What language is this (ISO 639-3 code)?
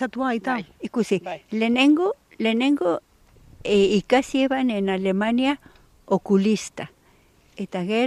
eus